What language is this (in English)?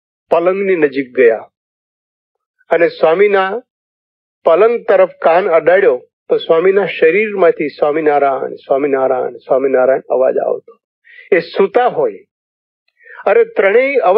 Gujarati